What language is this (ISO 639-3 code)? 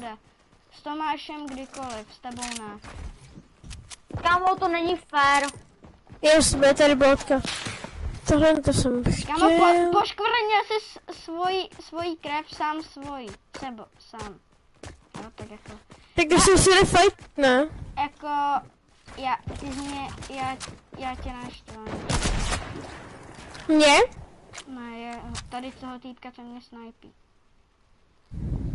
ces